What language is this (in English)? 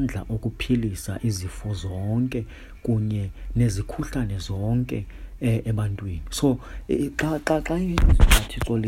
Xhosa